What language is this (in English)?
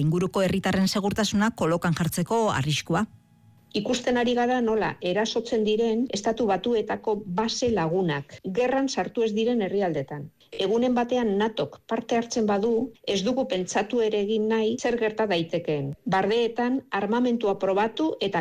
Basque